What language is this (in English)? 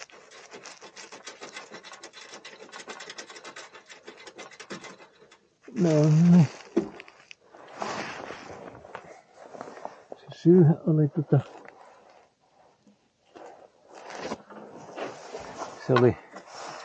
Finnish